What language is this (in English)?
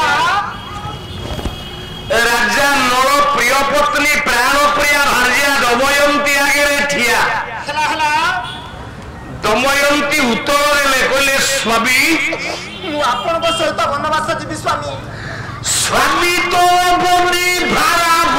Odia